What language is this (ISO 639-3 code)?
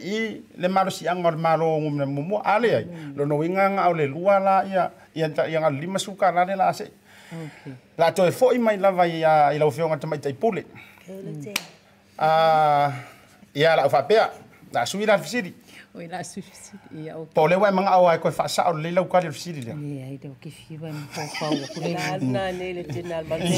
smo